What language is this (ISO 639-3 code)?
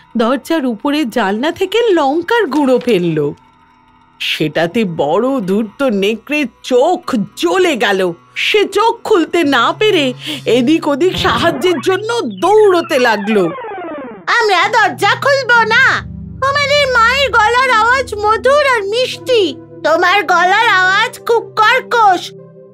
ben